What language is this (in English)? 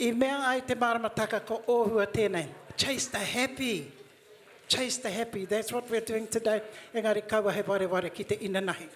Māori